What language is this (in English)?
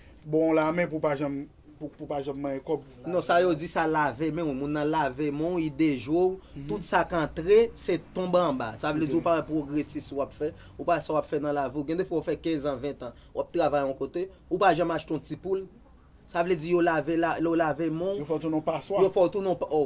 Haitian Creole